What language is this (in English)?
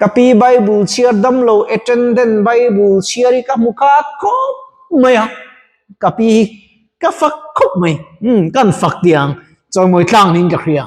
Mizo